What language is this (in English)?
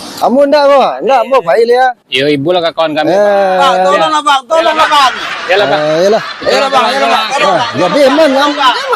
Minangkabau